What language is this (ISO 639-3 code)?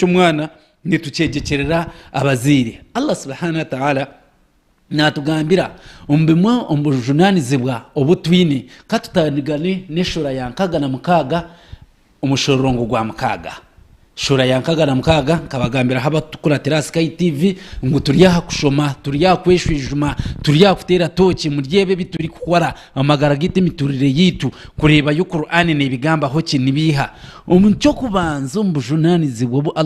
nyn